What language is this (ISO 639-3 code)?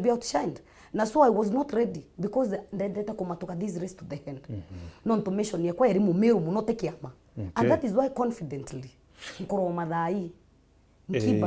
mer